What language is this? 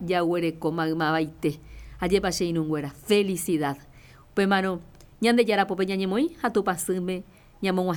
Guarani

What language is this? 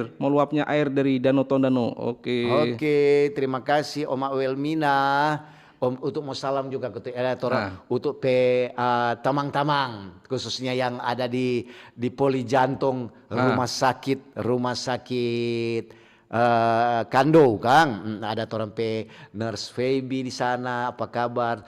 Manado Malay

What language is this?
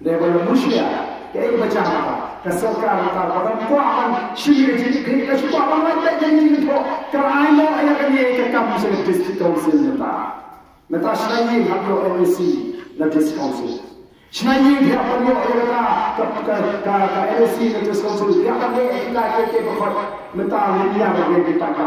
Khasi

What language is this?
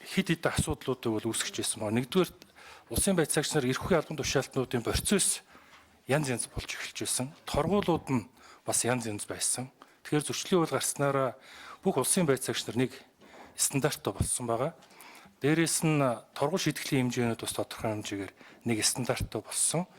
Mongolian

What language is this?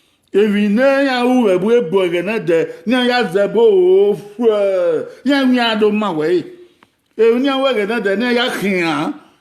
Bini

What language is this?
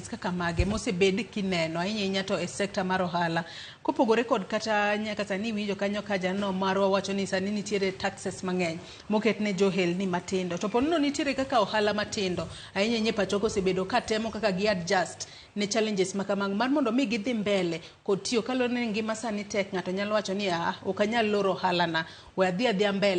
Luo (Kenya and Tanzania)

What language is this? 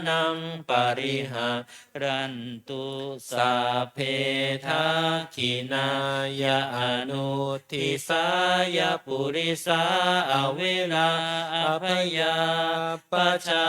Pali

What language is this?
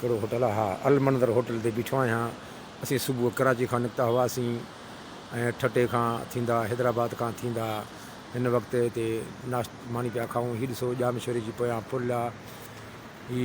Sindhi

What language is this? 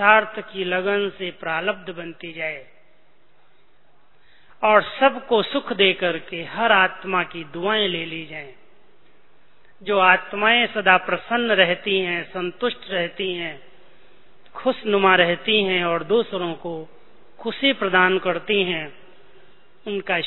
Hindi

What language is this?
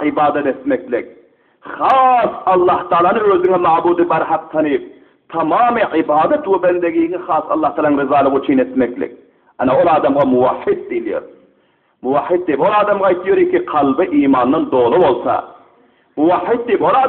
Turkmen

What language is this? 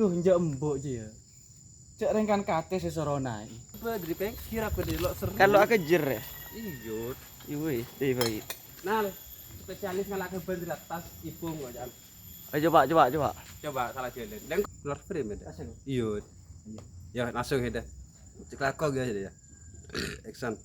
Madurese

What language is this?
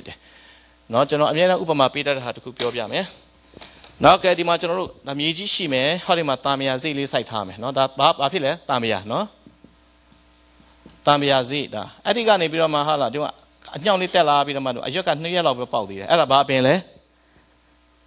Burmese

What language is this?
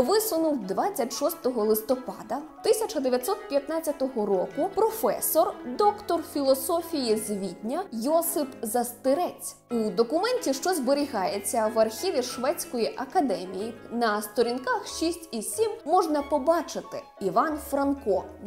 Ukrainian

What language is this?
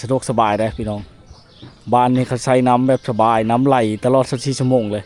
Lao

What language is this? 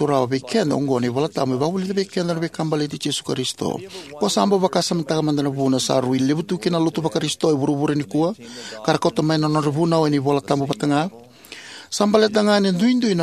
Fijian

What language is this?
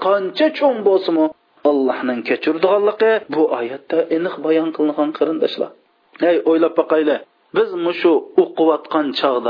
Uyghur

